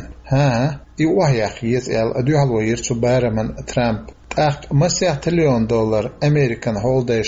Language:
Chechen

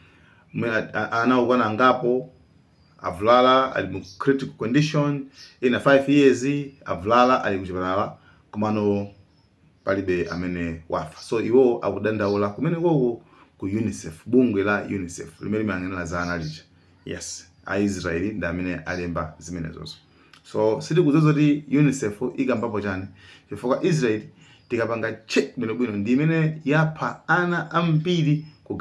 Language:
Nyanja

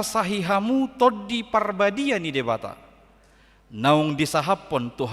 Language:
Batak Toba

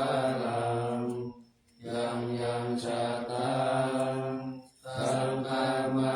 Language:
Pali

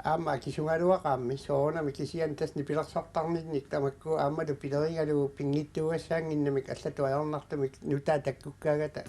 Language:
Kalaallisut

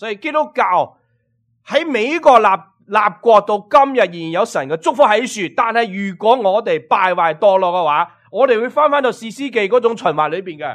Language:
Cantonese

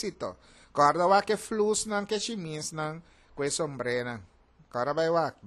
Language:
Papiamento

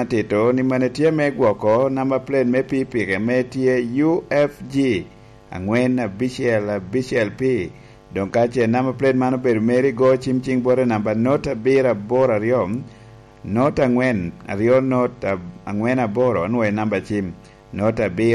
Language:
Lango (Uganda)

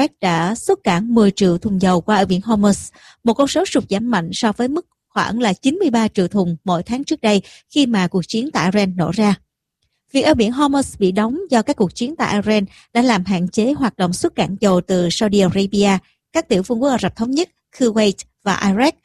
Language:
Vietnamese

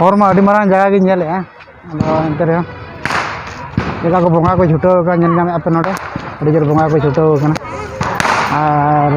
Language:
Santali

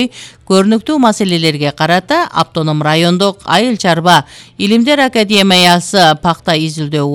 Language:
Kyrgyz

